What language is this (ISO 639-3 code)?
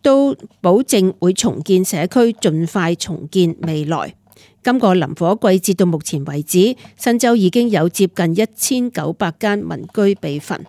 yue